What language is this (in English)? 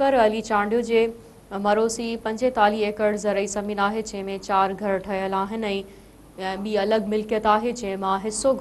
Sindhi